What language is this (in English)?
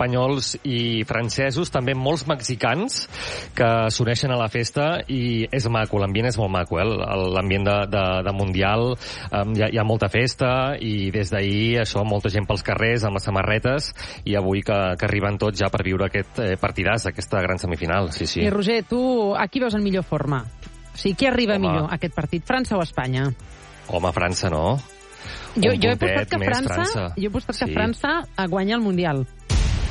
Catalan